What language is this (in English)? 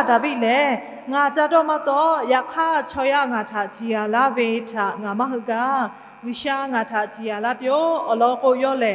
Lahu